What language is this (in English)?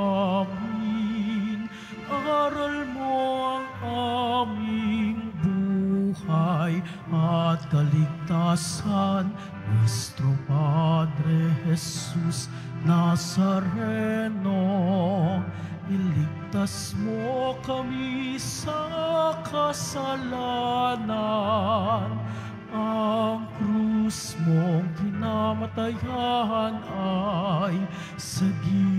Filipino